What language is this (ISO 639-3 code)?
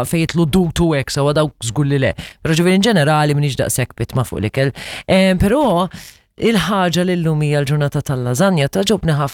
mlt